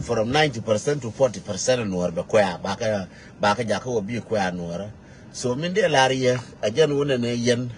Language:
Nuer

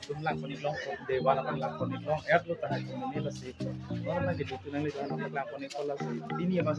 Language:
Karbi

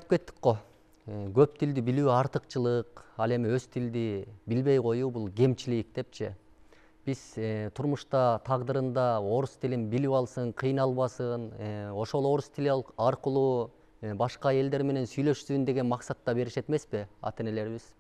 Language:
Kyrgyz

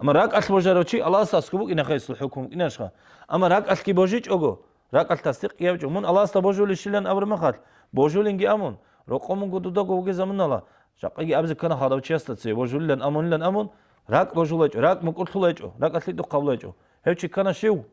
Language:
Avaric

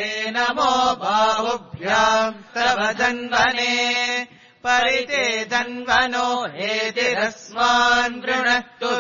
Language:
Sanskrit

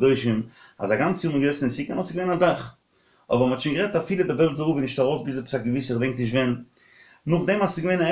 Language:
Yiddish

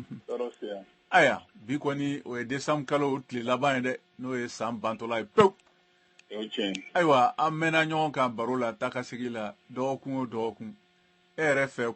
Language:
Bambara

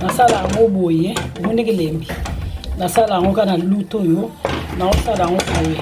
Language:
Lingala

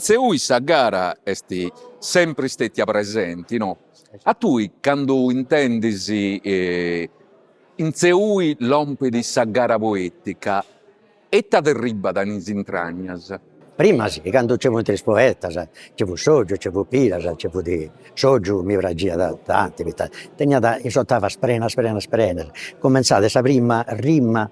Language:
Sardinian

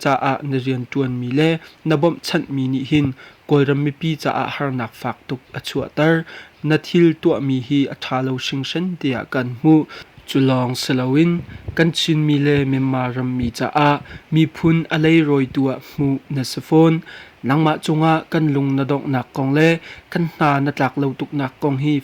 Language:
Hakha Chin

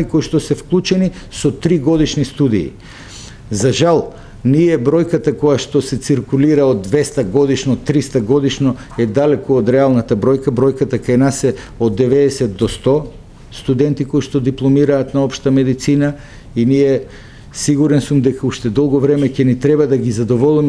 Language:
Macedonian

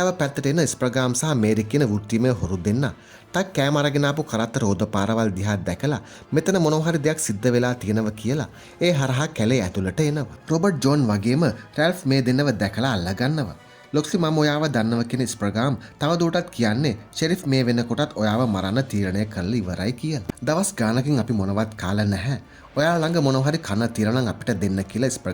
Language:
Sinhala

